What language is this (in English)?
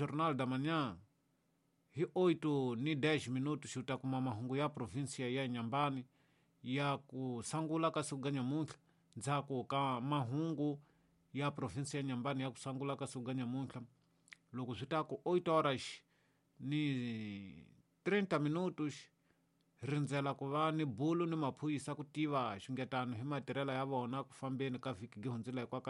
Tsonga